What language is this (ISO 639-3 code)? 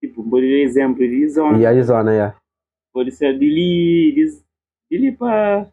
kea